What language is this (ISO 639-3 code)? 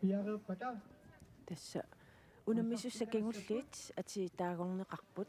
kal